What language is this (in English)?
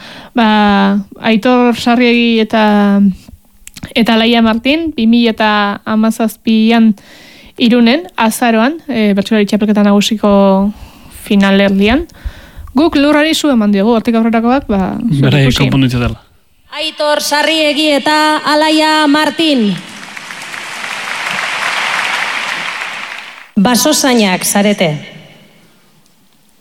Basque